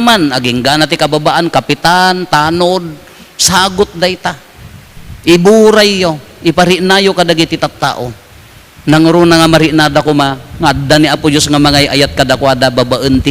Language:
Iloko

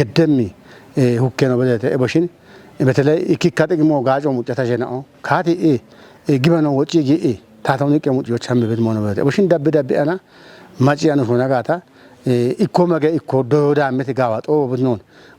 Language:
Kafa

